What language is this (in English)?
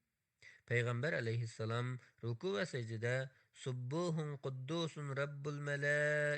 Uyghur